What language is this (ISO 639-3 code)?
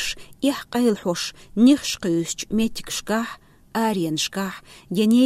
che